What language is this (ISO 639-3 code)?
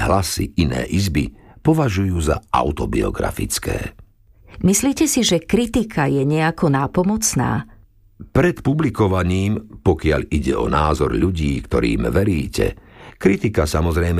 slk